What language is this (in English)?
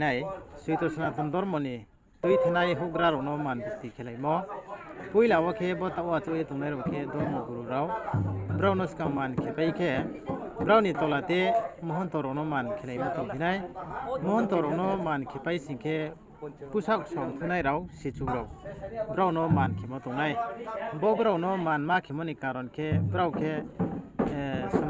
Riang (India)